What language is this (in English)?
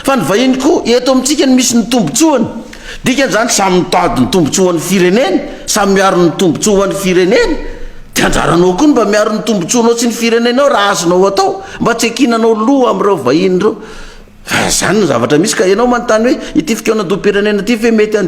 Malagasy